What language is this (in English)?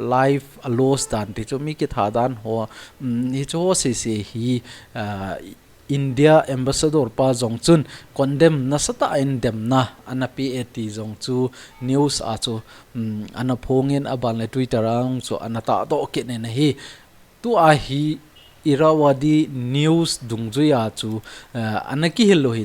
Thado Chin